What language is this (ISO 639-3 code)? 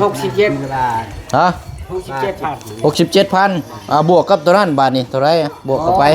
lao